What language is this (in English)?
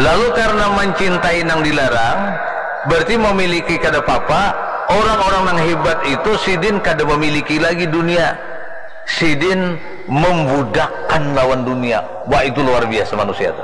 Banjar